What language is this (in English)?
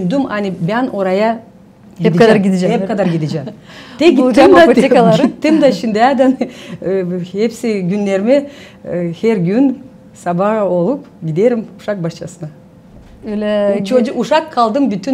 Gagauz